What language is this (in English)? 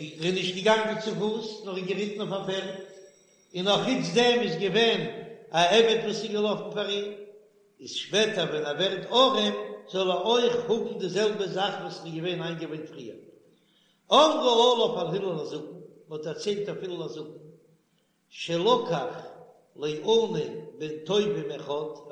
Yiddish